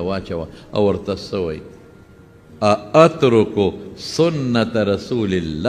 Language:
Pashto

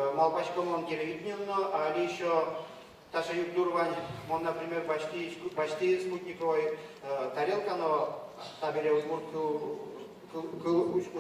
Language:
Udmurt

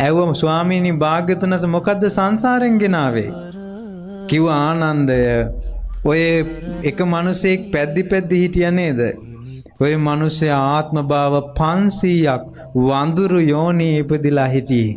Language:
Sinhala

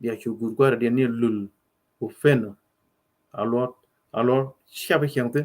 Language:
Nuer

